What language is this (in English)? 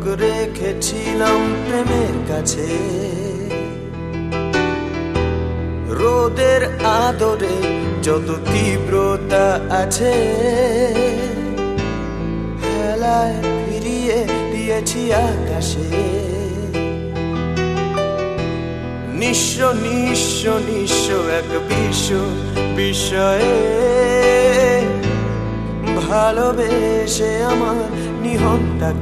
Bangla